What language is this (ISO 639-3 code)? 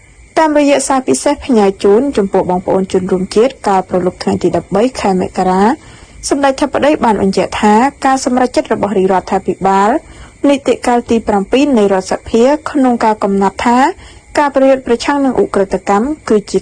khm